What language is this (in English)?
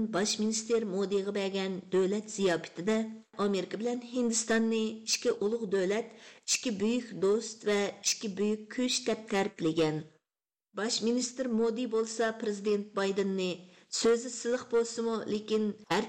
Uyghur